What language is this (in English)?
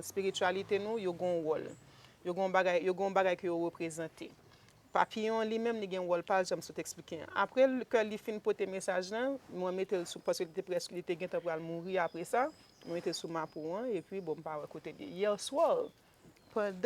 Haitian Creole